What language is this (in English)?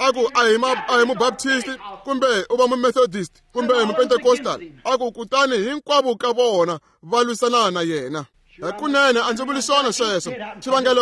Tsonga